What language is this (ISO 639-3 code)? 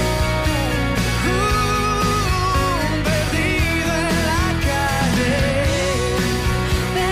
cat